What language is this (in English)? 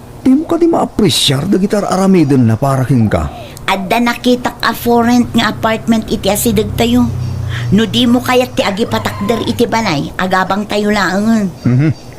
Iloko